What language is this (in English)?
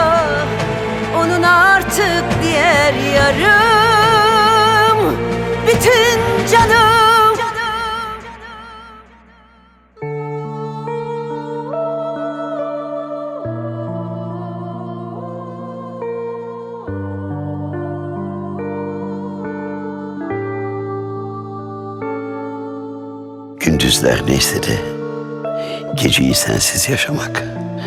Turkish